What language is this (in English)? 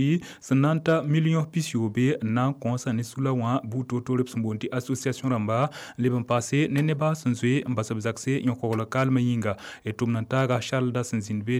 Mossi